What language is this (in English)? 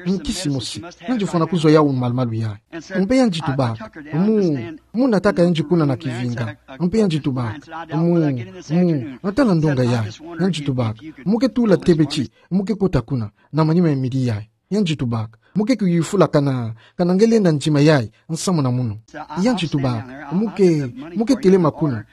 Kituba (Democratic Republic of Congo)